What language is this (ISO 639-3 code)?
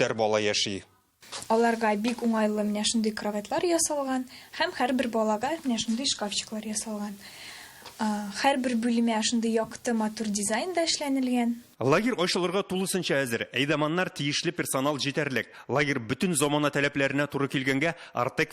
tat